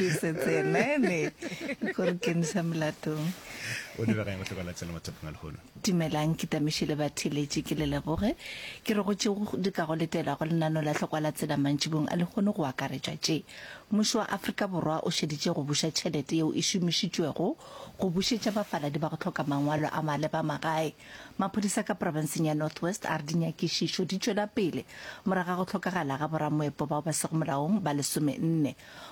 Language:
Northern Sotho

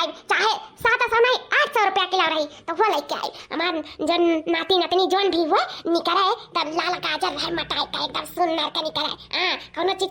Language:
Awadhi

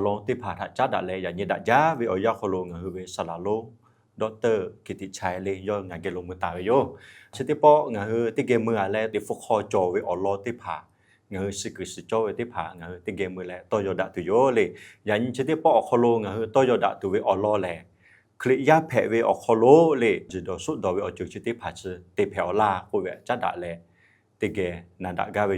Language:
Lahu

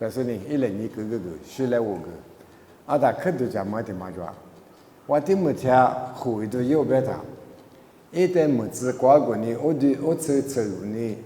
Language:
Lisu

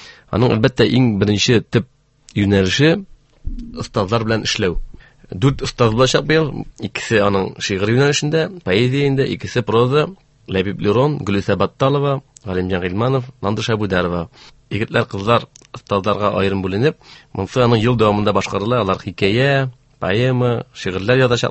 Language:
Tatar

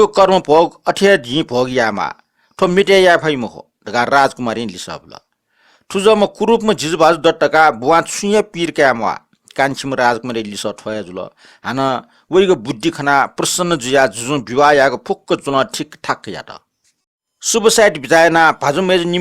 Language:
Newari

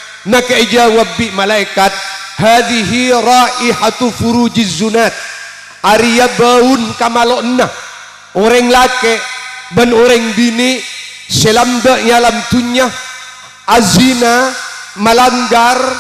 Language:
Madurese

